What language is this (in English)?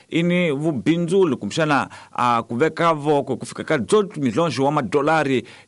Tsonga